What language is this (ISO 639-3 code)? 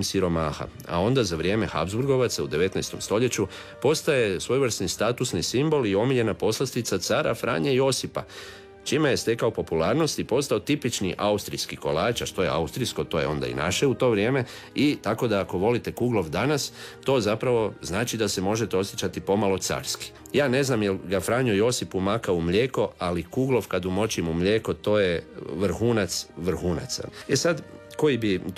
hrv